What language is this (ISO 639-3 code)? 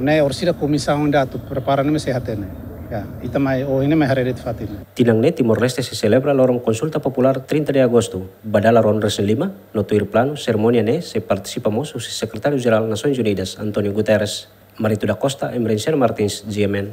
tet